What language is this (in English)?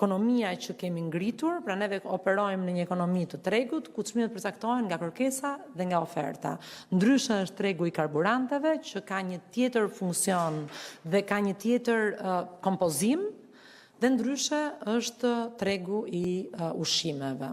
Albanian